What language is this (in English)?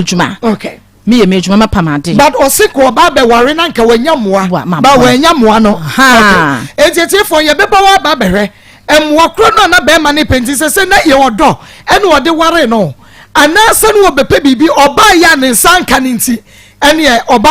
Akan